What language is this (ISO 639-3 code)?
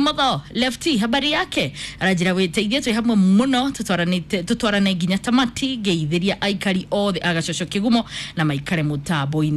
kik